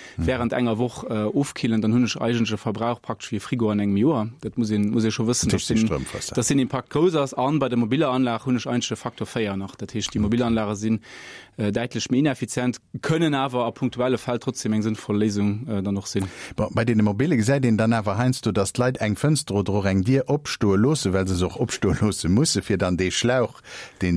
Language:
Luxembourgish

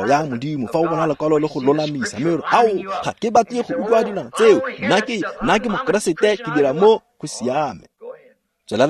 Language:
Tswana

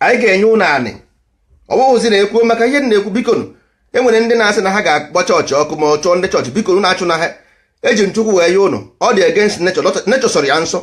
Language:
Igbo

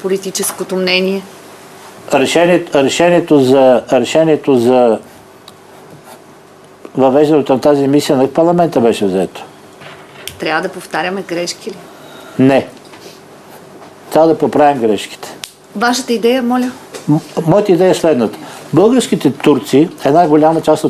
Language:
Bulgarian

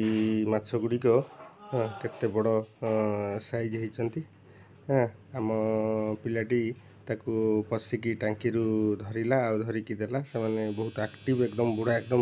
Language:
Odia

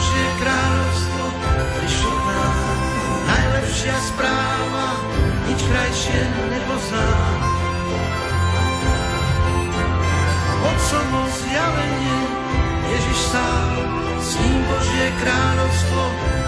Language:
Slovak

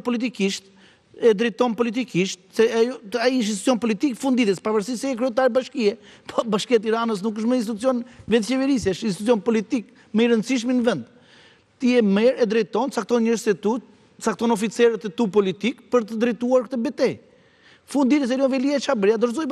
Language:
Albanian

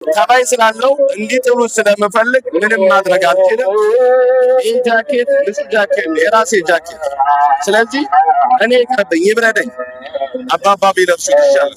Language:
Amharic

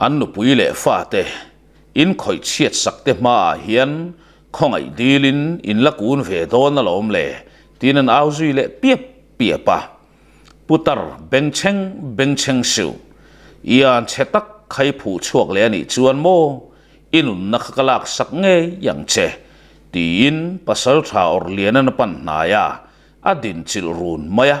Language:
Mizo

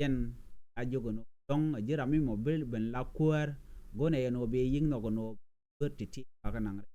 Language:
Nuer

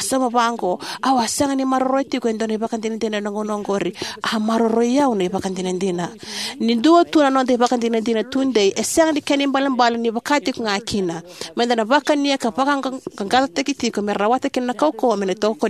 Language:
Fijian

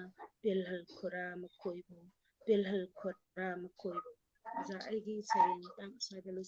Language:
Manipuri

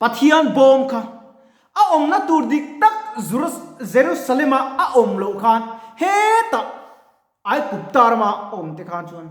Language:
Mizo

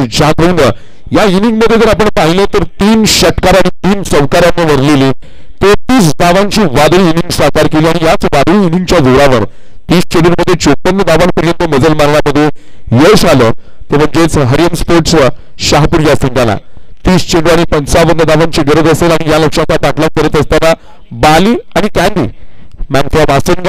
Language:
Marathi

